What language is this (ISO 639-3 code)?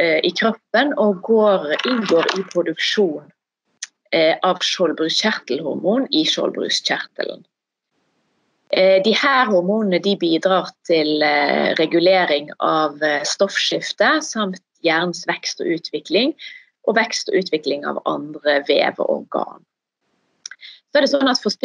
nor